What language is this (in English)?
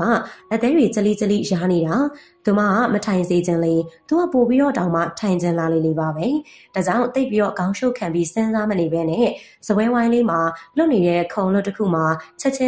Burmese